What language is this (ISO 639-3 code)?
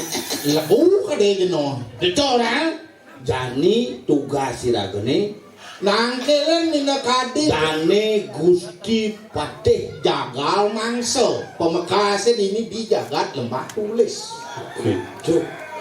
ban